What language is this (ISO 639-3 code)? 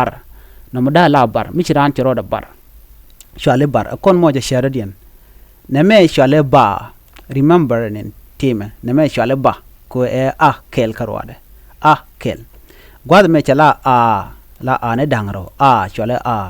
nus